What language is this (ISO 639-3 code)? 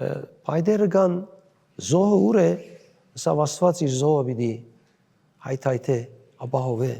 hyw